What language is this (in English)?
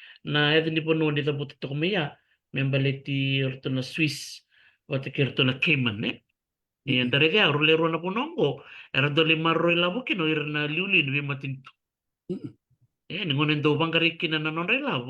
Fijian